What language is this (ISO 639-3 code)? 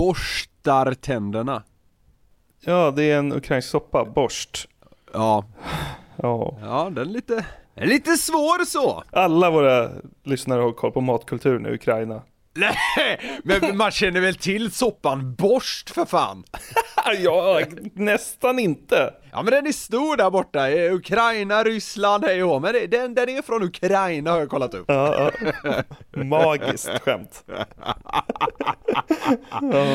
swe